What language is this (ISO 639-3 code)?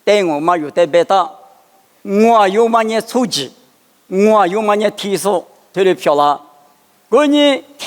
lis